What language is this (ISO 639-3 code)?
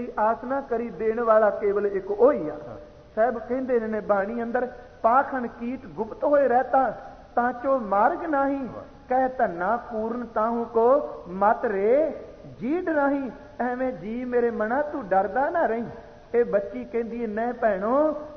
pan